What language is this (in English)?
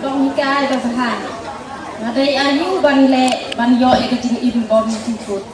Khasi